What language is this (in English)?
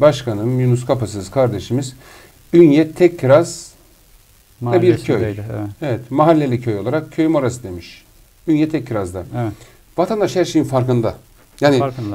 Turkish